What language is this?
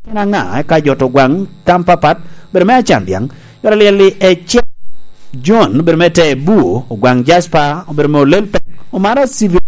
Lango (Uganda)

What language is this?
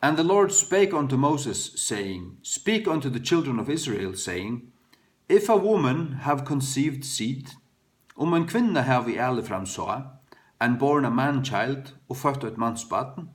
Faroese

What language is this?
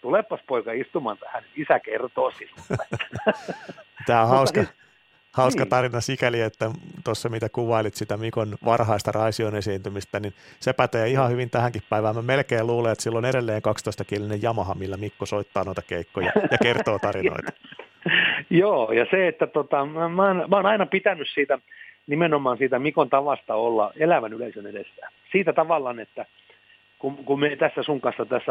Finnish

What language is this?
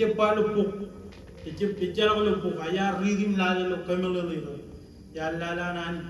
Marshallese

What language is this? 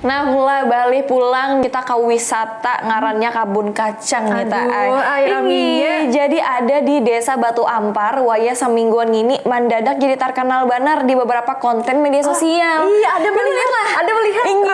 Banjar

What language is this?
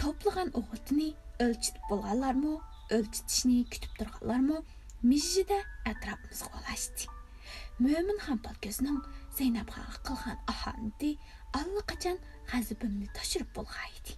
Uyghur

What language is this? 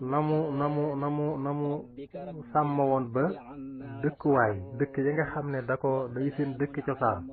Wolof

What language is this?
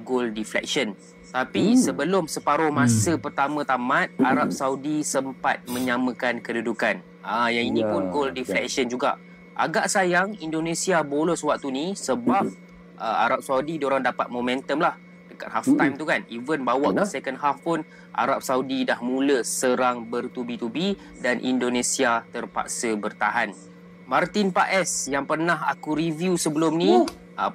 Malay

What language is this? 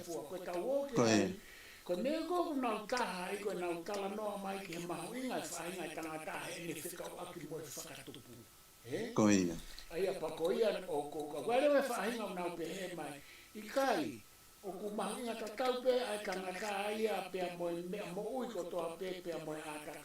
Tongan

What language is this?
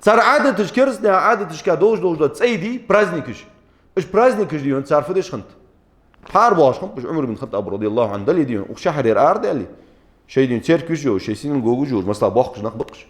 Ingush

